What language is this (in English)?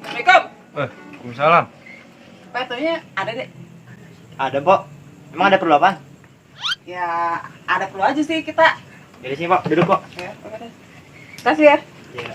Betawi